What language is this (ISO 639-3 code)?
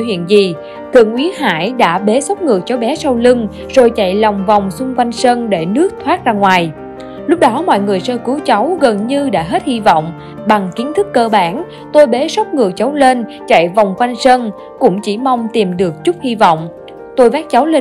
vie